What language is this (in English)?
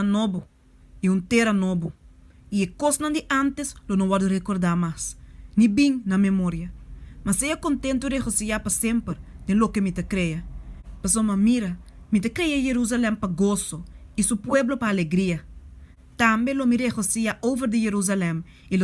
Papiamento